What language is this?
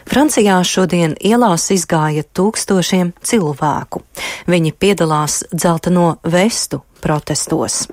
Latvian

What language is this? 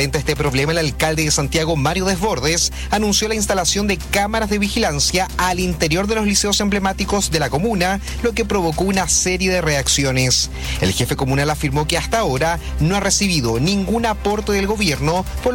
Spanish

